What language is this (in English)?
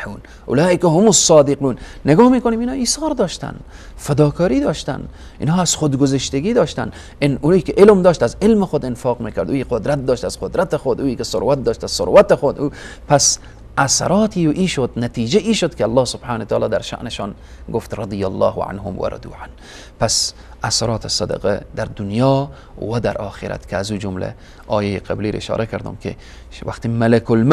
Persian